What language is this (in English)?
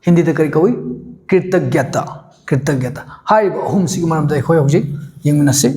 Manipuri